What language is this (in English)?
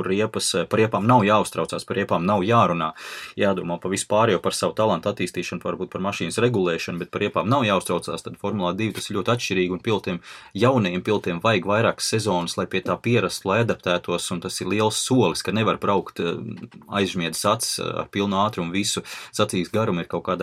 Latvian